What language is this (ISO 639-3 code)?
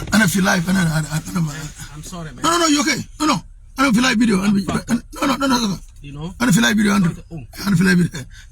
nus